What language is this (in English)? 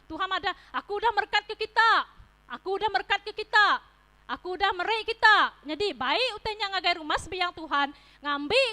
Iban